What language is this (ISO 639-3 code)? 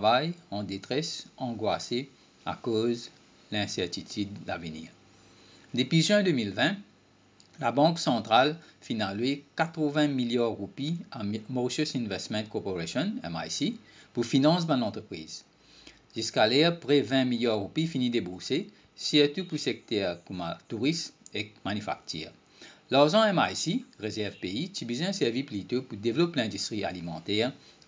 mfe